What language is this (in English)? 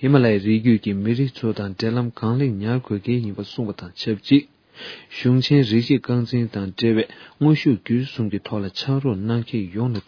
Tibetan